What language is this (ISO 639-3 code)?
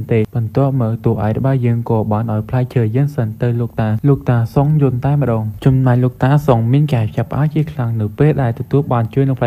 khm